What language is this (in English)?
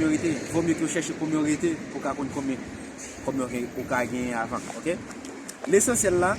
Haitian Creole